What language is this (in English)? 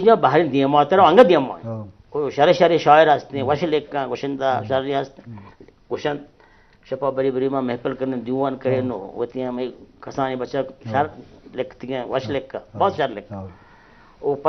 Baluchi